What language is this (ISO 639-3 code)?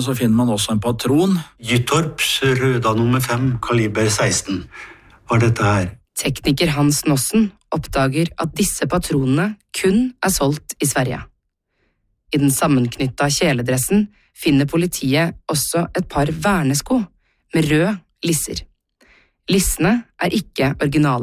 nor